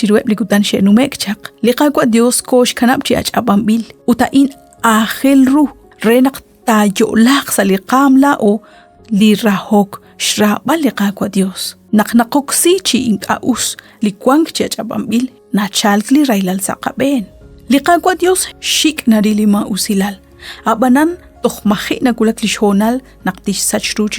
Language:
Kekchí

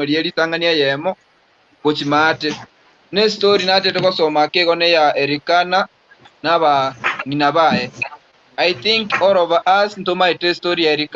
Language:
Gusii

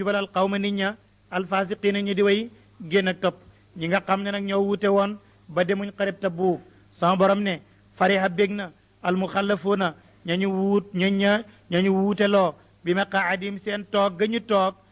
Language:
Wolof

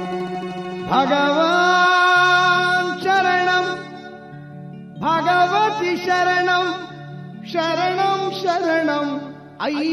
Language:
Kannada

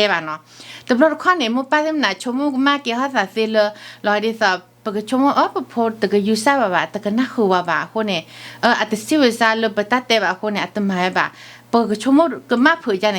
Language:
S'gaw Karen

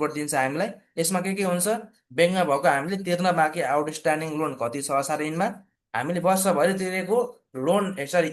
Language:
Nepali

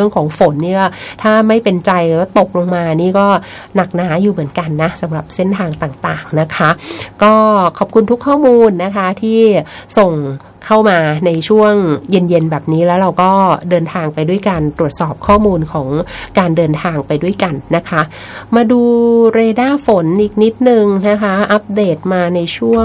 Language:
Thai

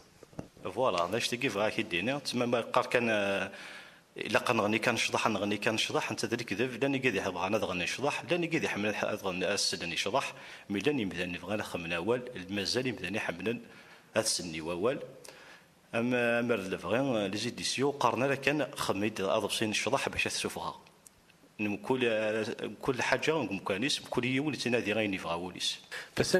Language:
Kabyle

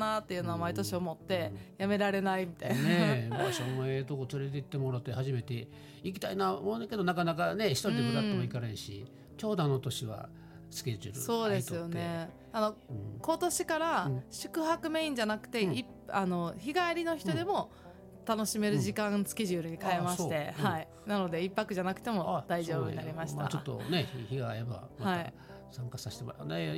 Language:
Japanese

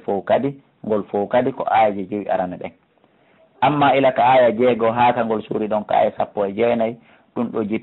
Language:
Fula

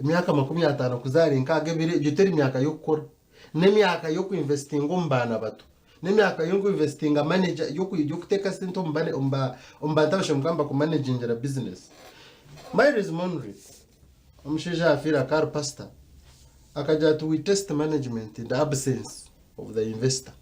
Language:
Nyankole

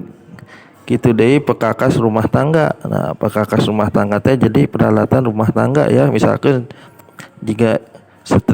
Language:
Sundanese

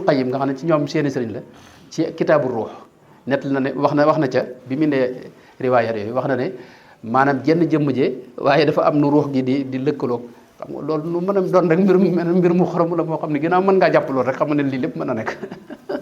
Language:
Wolof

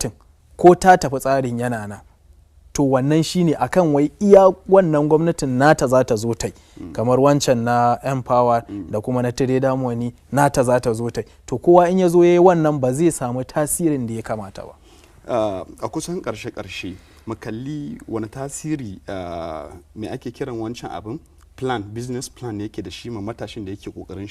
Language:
Hausa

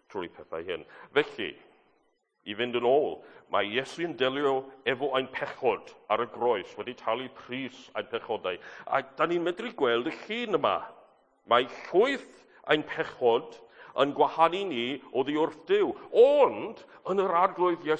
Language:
Welsh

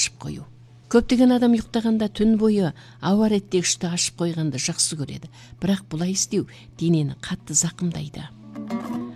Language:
Kazakh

